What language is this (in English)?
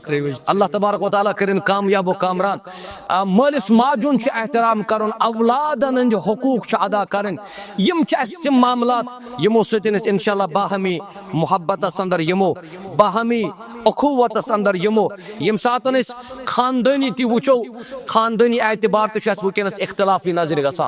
Kashmiri